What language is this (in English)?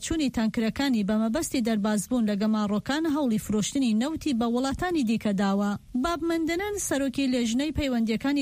Central Kurdish